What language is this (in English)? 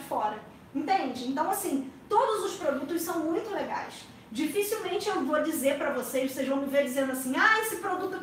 Portuguese